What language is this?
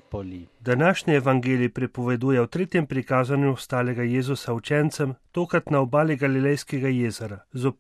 Slovenian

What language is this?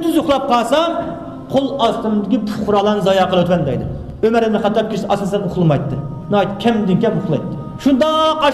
Uyghur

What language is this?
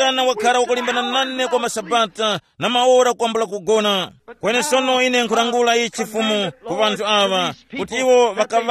Tumbuka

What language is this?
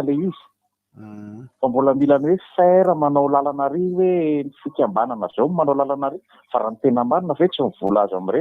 Malagasy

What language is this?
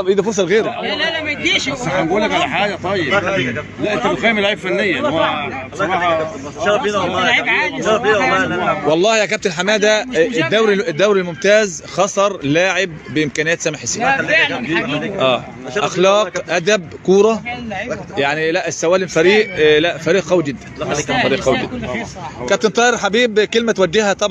Egyptian Arabic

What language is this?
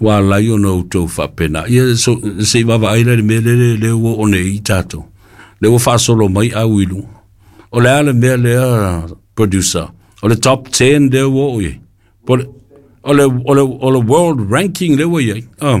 Samoan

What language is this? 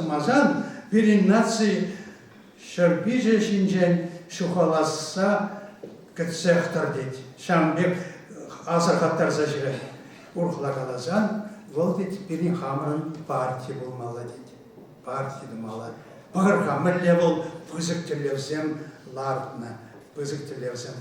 Chuvash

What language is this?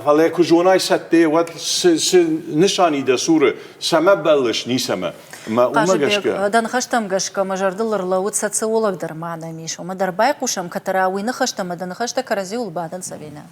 Ossetic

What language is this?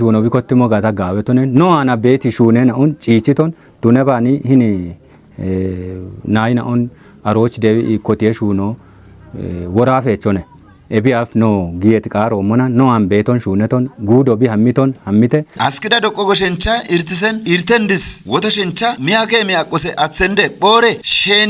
Kafa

